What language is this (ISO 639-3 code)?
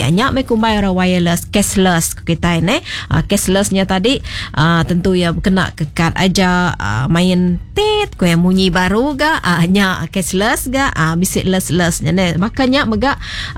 iba